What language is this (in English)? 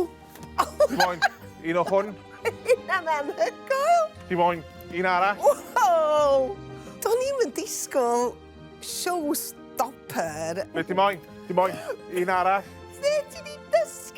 Welsh